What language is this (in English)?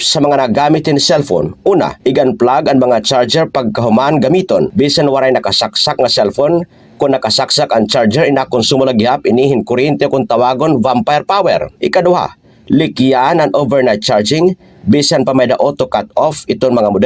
Waray